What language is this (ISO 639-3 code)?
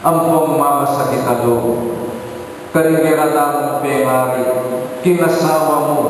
pam